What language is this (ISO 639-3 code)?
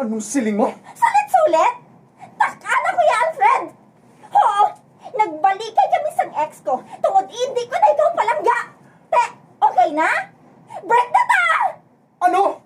hil